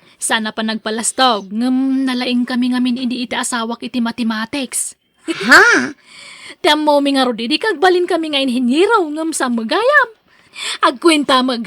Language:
Iloko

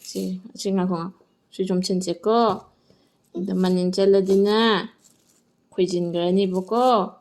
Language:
Manipuri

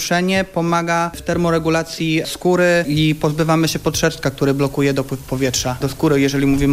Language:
Polish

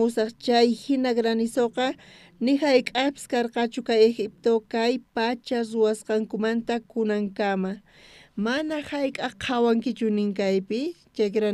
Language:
South Bolivian Quechua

